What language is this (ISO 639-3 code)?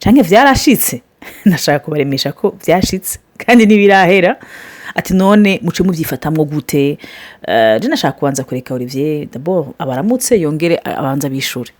run